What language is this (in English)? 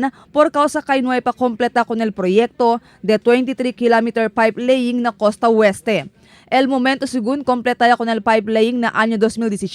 Chavacano